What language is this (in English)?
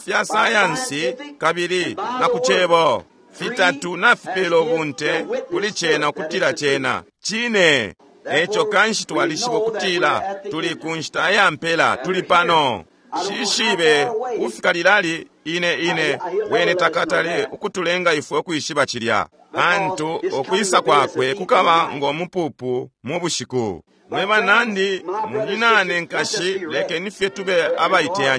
Bemba